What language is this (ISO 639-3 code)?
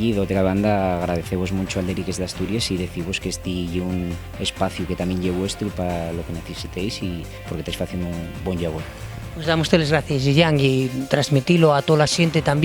ast